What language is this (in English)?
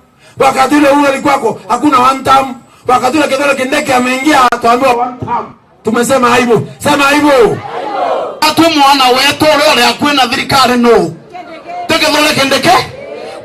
Meru